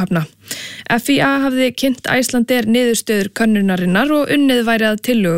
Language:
Icelandic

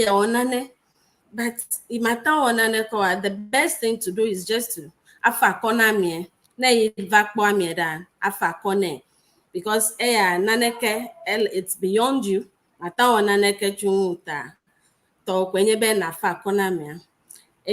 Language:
Ewe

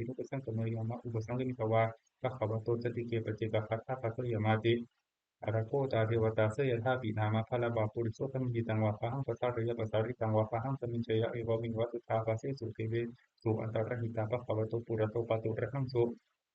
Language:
Pali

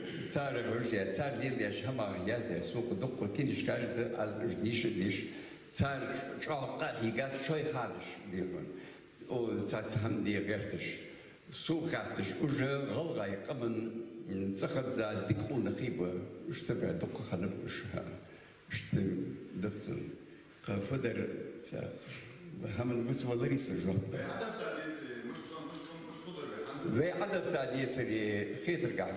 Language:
Ingush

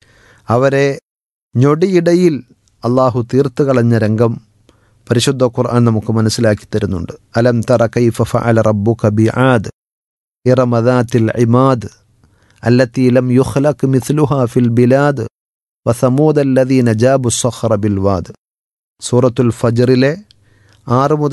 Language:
Malayalam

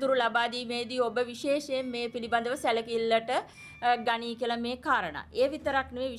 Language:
Sinhala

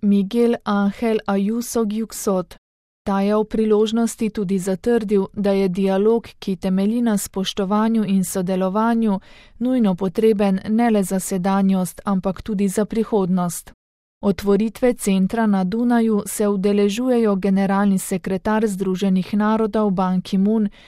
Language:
Slovenian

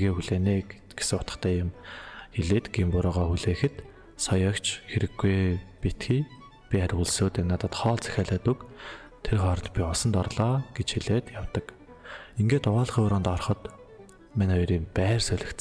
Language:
Mongolian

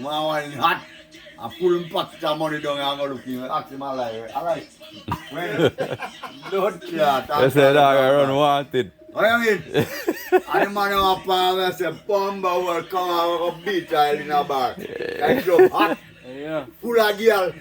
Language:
Jamaican Creole English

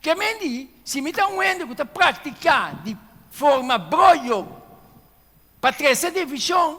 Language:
Papiamento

